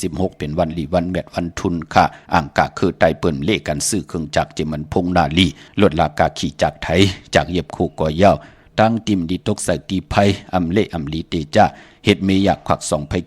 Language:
Shan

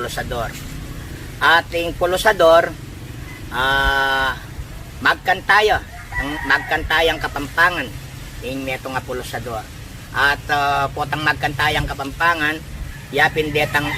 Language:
Pampanga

